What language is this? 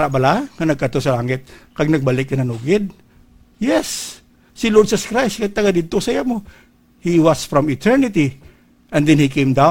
Hiligaynon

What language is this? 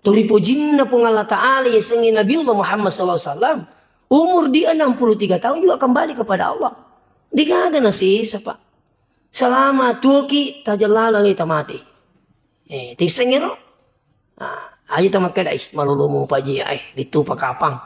Buginese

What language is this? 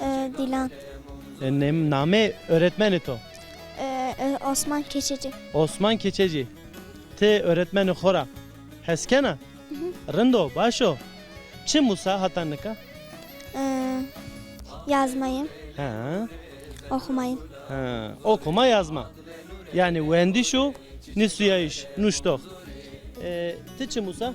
Zaza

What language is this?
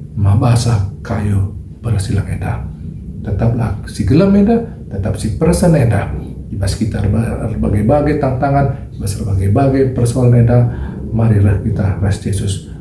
Batak Karo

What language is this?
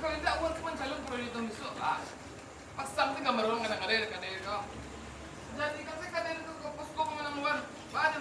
Minangkabau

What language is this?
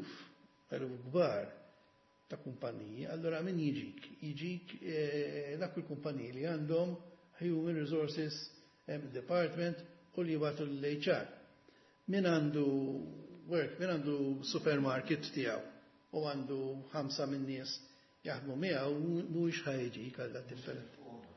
Maltese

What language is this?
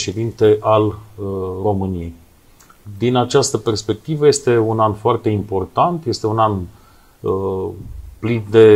Romanian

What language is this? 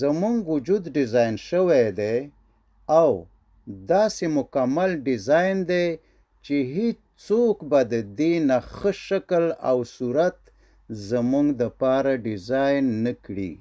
Pashto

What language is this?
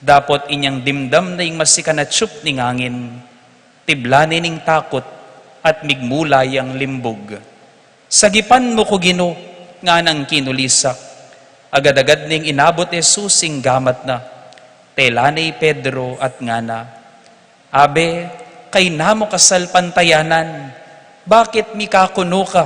Pampanga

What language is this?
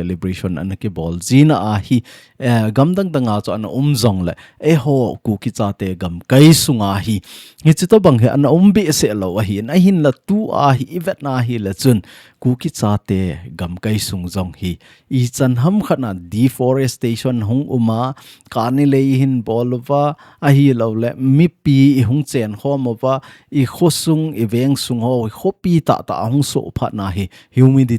Thado Chin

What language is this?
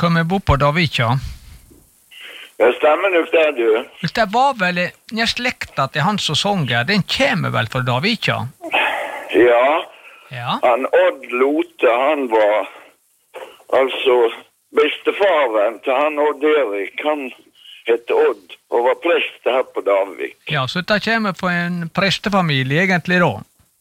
Norwegian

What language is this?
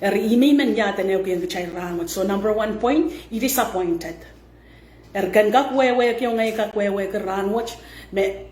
Pohnpeian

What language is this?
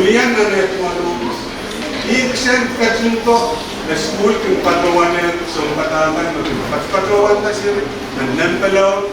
Pohnpeian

